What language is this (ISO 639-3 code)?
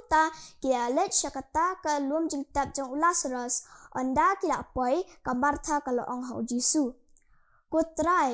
kha